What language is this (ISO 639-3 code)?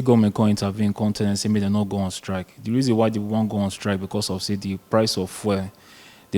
pcm